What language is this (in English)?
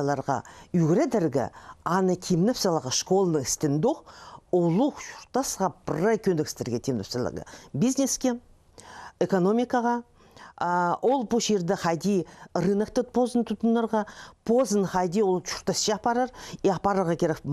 Khakas